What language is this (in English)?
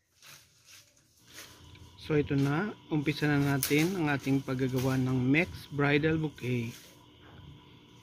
Filipino